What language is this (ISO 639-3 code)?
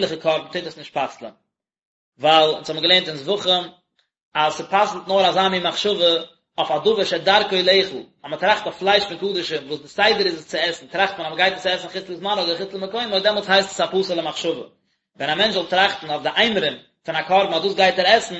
yid